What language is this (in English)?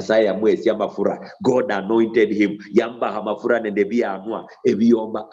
Luyia